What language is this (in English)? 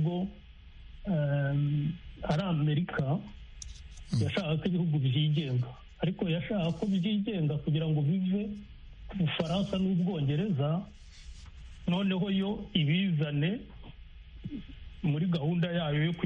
Kinyarwanda